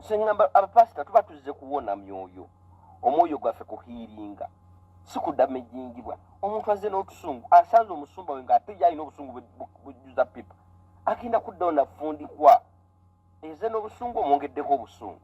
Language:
Ganda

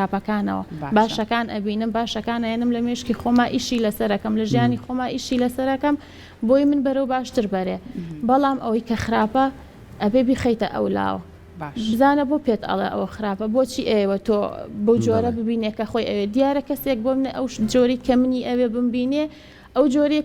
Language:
Central Kurdish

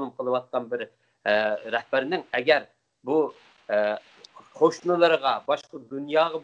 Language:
Uyghur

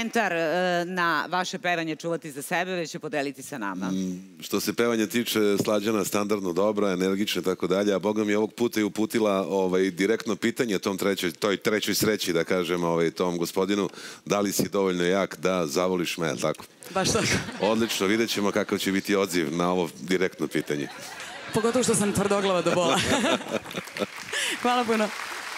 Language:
Serbian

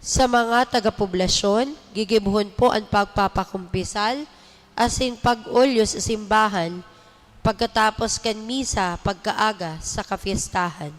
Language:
Bikol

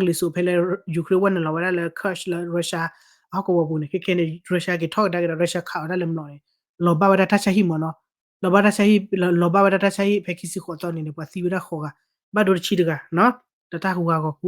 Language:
S'gaw Karen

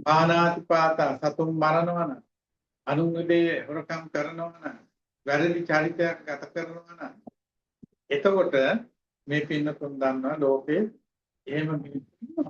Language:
Sinhala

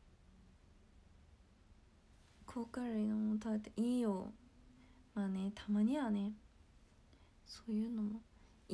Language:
Japanese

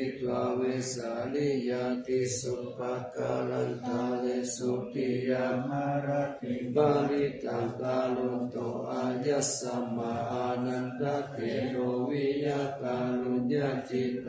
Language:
Pali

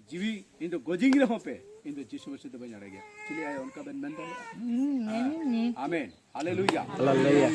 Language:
Santali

